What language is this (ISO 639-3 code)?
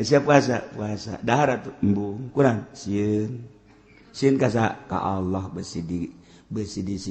sun